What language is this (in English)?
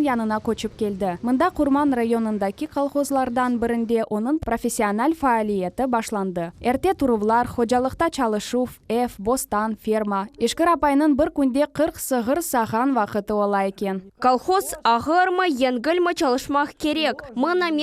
Crimean Tatar